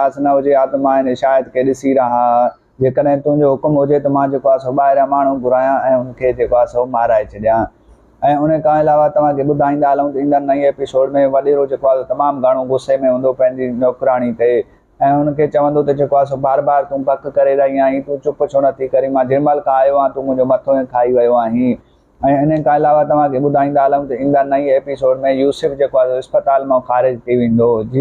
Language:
Sindhi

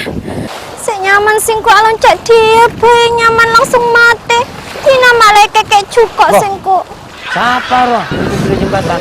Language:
Madurese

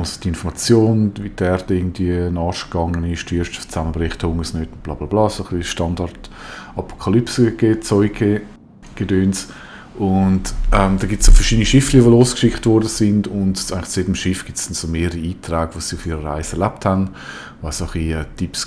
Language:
Swiss German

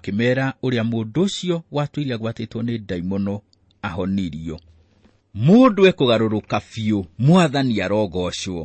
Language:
Kikuyu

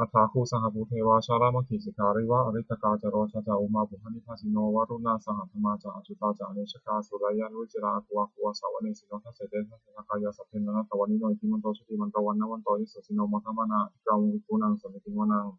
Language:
Pali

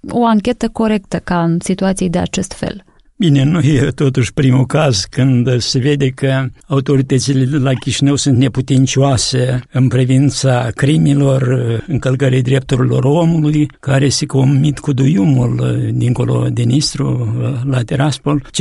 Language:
Romanian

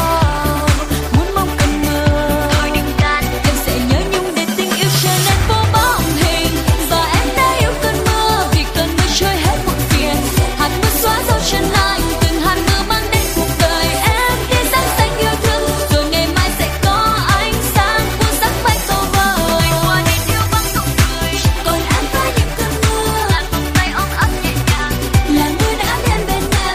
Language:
Vietnamese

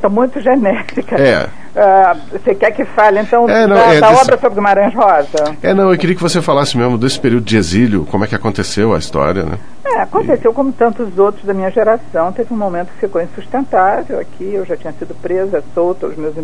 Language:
Portuguese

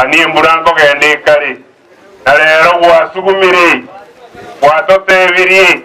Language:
Gusii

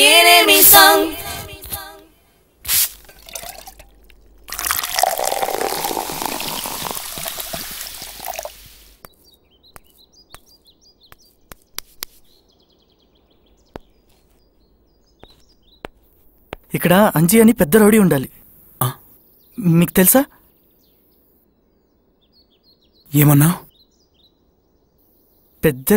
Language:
Telugu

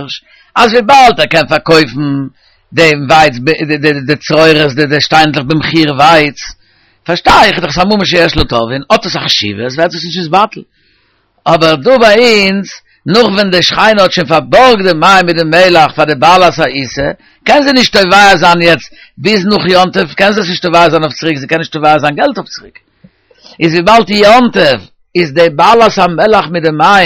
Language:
Yiddish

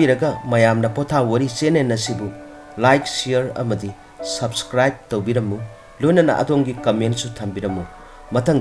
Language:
Manipuri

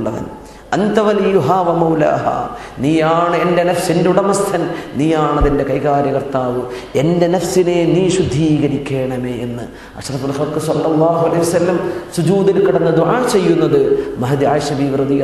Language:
Malayalam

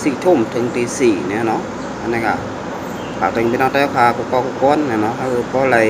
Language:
Shan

